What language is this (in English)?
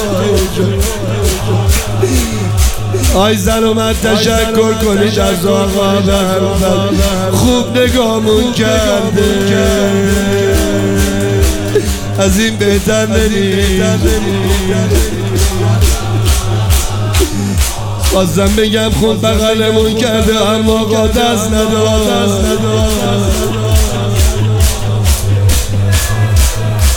Persian